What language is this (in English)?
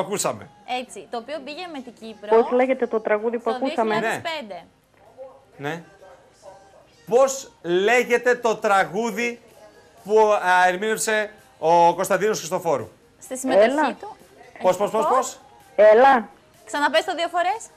Greek